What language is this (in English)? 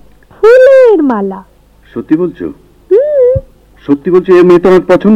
Bangla